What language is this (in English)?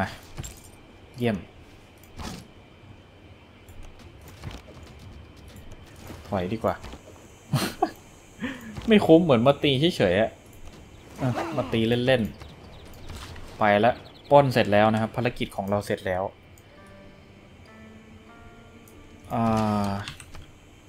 Thai